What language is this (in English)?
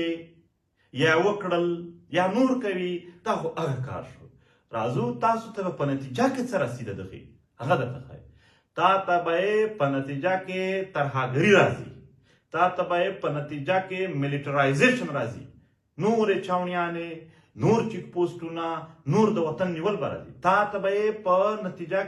Pashto